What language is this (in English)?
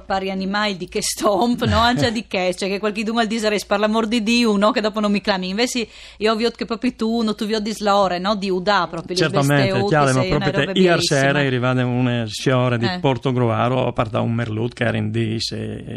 Friulian